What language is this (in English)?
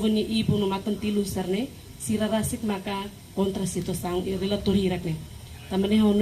Tetum